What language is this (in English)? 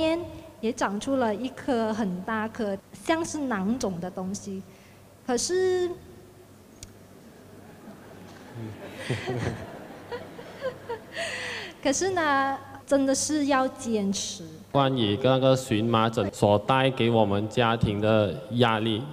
Chinese